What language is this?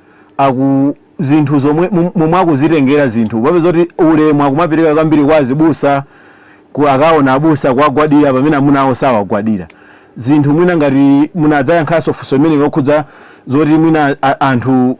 Nyanja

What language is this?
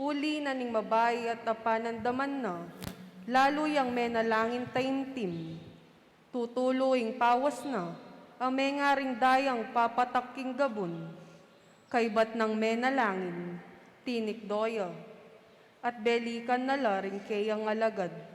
Pampanga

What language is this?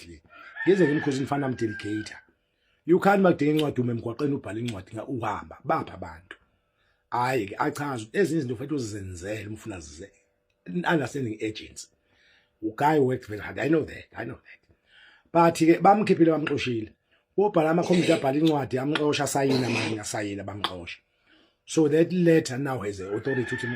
Zulu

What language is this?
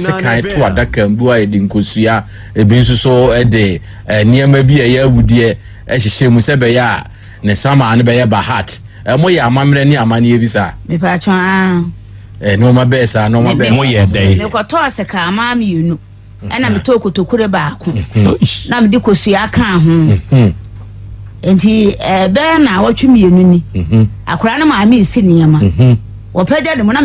Akan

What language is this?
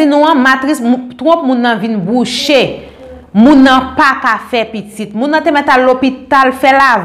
Haitian Creole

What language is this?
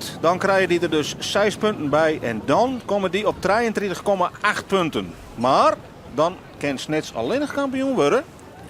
Western Frisian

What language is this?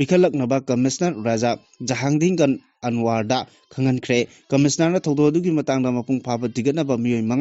Manipuri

